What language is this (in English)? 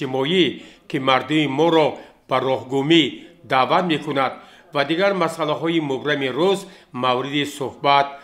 Tajik